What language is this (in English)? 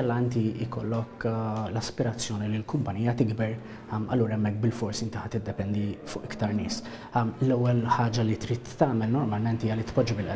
Maltese